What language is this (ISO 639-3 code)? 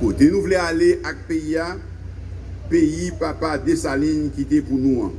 hat